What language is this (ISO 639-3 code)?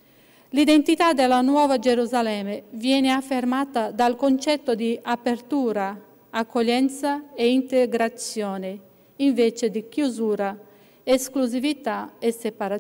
ita